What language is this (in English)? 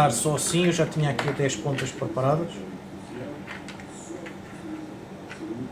Portuguese